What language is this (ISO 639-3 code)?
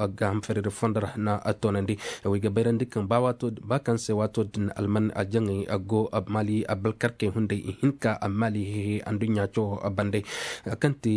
ses